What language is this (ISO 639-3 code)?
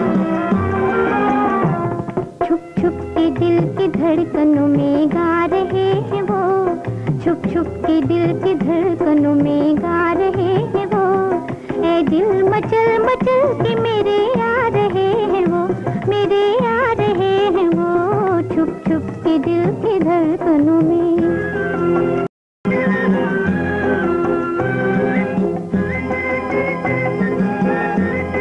hin